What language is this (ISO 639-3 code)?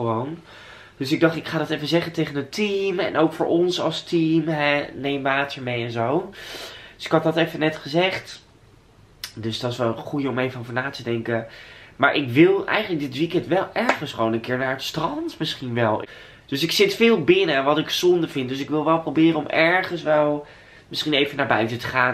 nld